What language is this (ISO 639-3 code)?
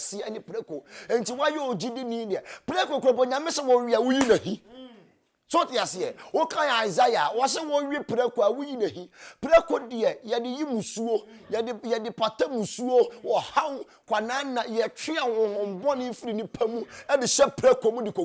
aka